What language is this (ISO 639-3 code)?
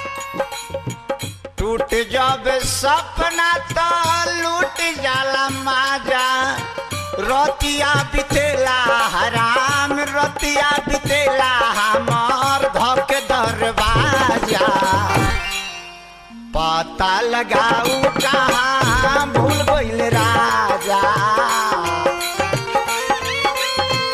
bho